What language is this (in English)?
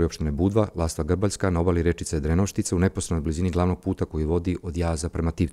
Serbian